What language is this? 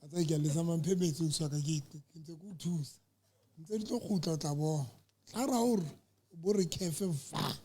Southern Sotho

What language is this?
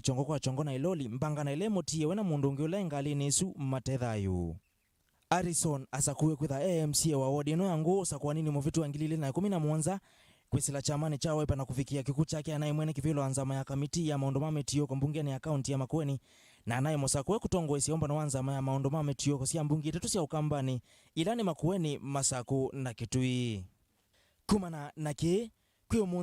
Kamba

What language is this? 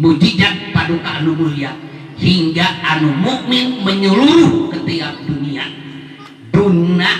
Sundanese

